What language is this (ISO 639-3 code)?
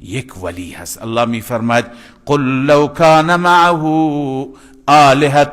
fas